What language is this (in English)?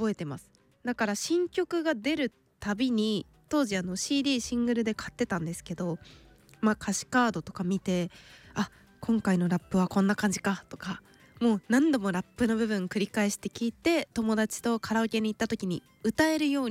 Japanese